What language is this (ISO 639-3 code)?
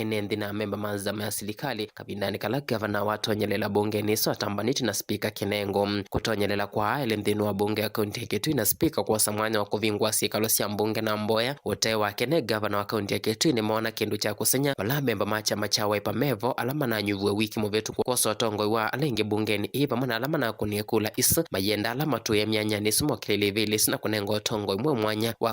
kam